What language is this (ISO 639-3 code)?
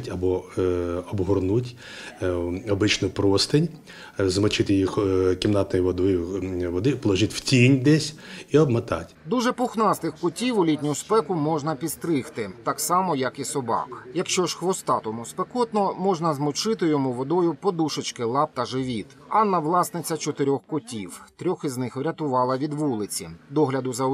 ukr